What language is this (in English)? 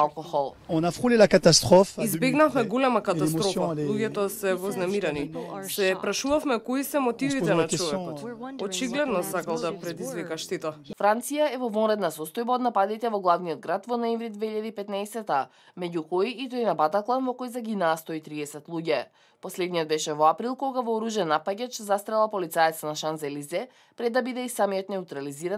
Macedonian